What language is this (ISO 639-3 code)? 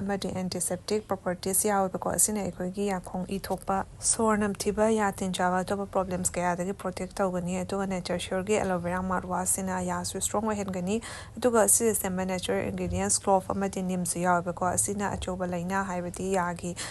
mni